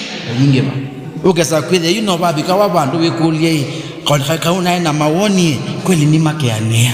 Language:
Kamba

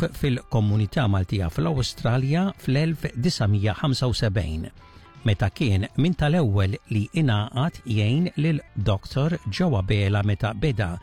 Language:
Maltese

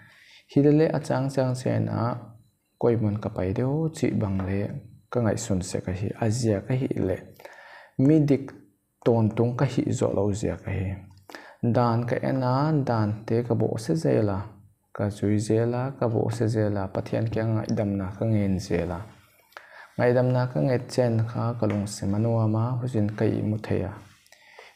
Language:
Paite Chin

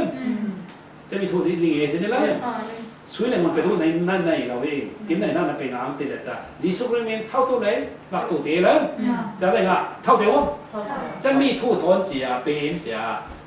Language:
Falam Chin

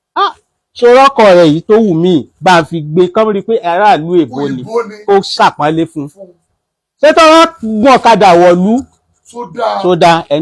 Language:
Yoruba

